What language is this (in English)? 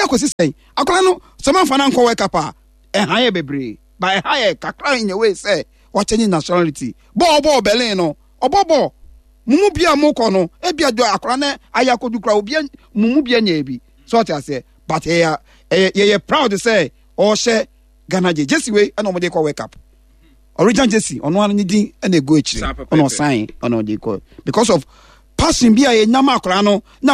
Akan